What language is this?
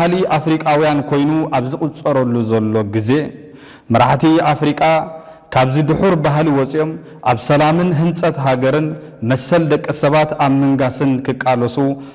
Tigrinya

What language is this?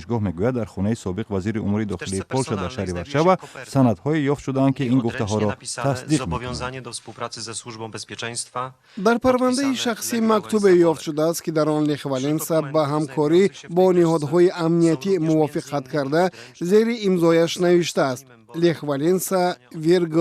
Tajik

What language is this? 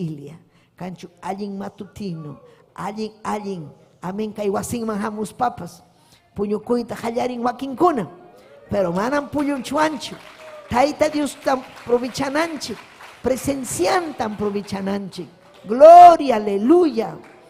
Ayacucho Quechua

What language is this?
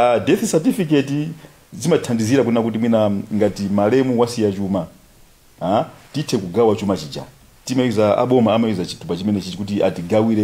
Nyanja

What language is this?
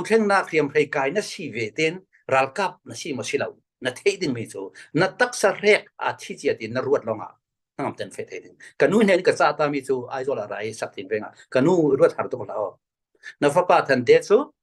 Falam Chin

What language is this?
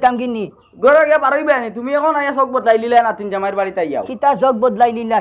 Sylheti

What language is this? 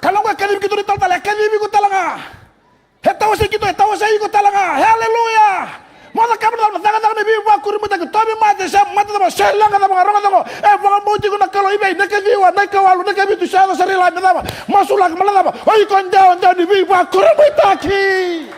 Fijian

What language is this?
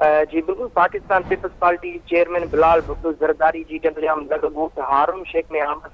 Sindhi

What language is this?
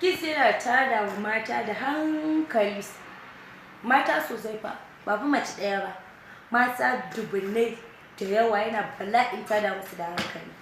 Hausa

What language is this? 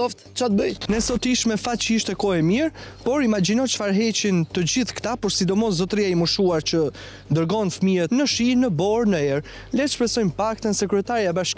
Albanian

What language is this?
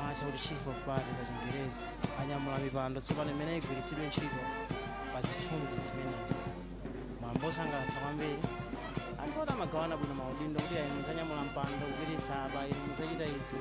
Nyanja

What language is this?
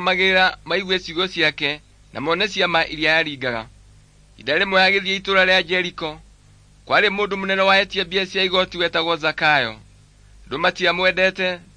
Kikuyu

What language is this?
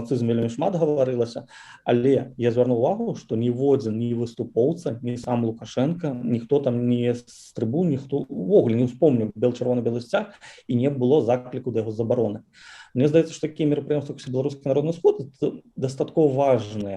Belarusian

